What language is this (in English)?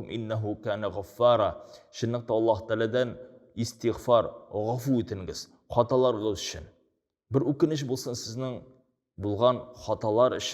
Tatar